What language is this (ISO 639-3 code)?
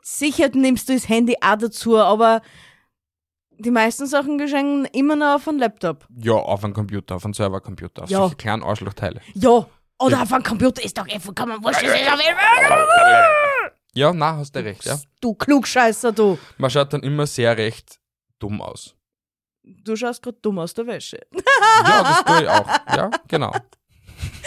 deu